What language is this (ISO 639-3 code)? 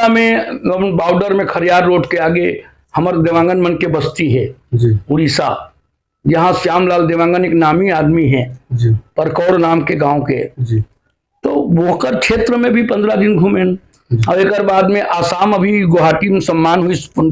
hne